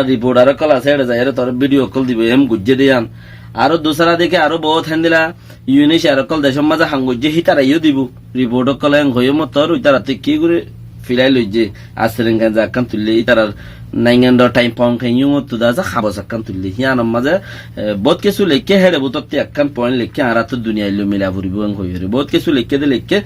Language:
Rohingya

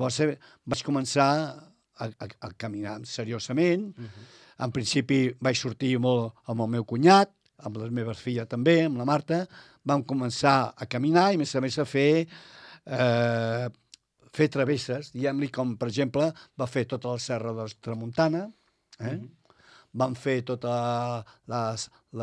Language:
Catalan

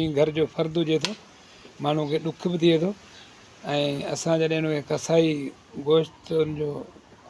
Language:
Sindhi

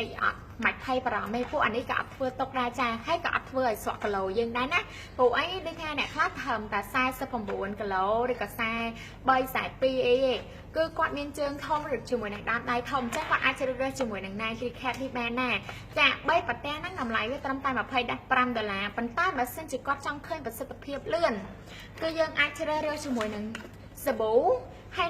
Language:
Khmer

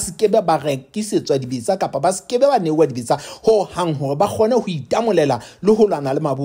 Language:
Southern Sotho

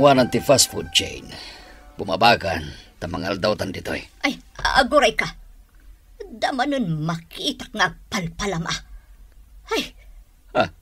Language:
Iloko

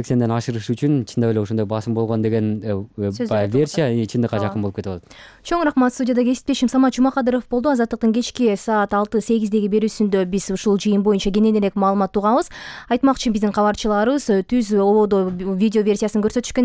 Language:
Kyrgyz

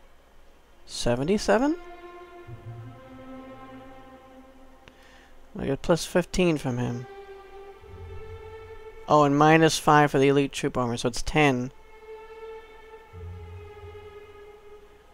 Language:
English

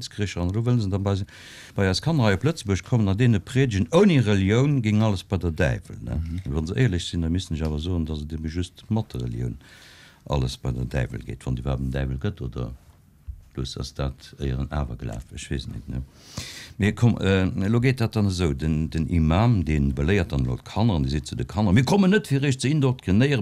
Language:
Luxembourgish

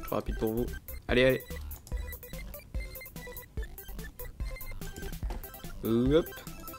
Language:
French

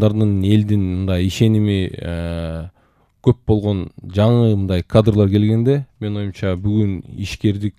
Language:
Kyrgyz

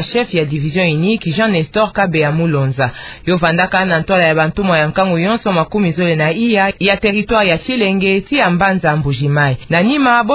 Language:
Kituba (Democratic Republic of Congo)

